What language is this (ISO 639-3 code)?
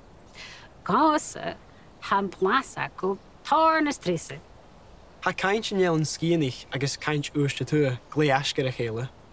gla